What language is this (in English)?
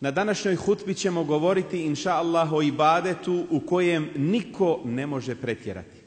Bosnian